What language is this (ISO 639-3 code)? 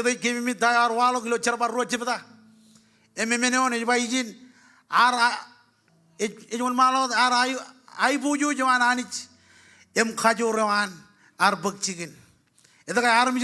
mah